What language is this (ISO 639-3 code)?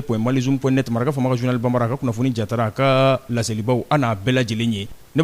bam